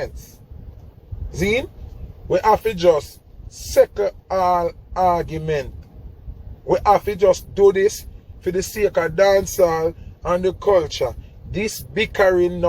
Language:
Jamaican Creole English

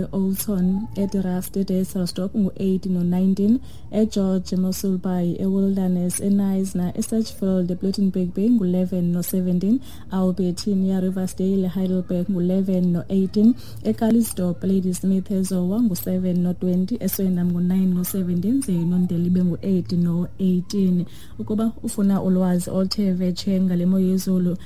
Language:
Xhosa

